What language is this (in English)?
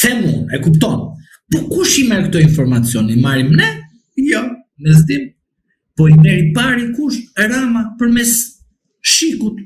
Albanian